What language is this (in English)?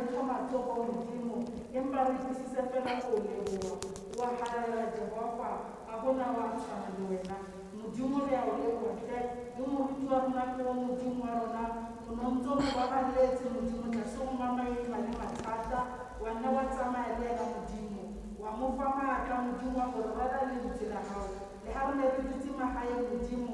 Tswana